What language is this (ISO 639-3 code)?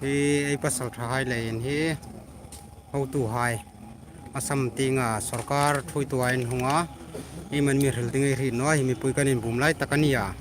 hmr